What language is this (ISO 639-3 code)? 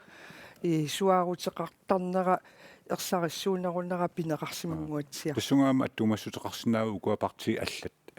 kal